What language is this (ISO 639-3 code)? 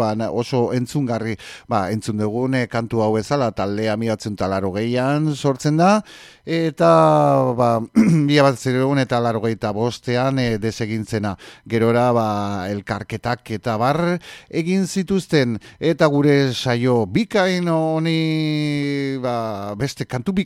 eus